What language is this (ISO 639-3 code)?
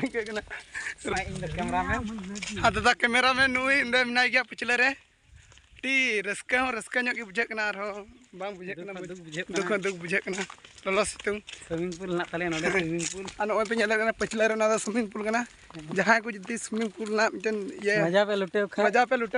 sat